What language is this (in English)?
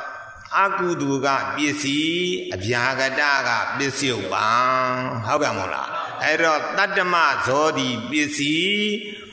Burmese